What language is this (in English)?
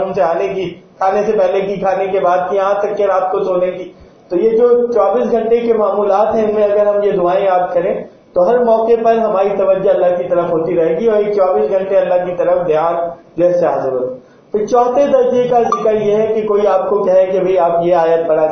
Urdu